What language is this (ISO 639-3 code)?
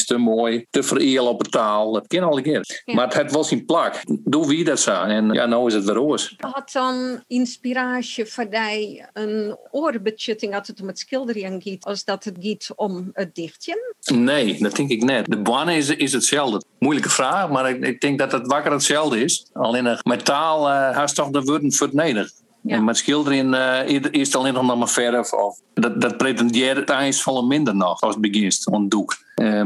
fry